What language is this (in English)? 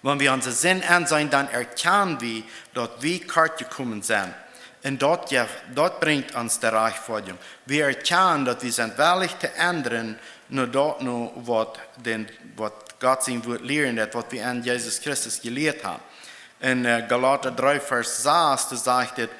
Plautdietsch